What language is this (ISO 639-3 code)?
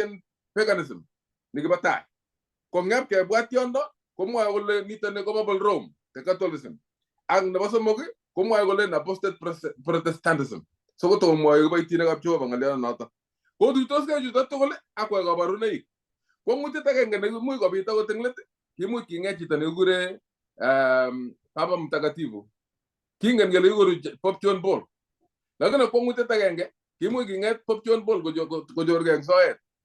kln